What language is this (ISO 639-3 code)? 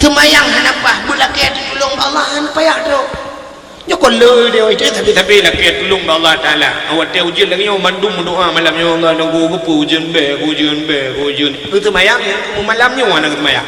ace